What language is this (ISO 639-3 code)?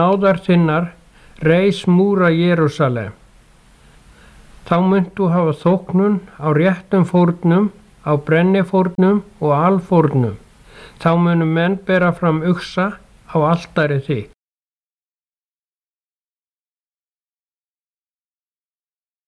isl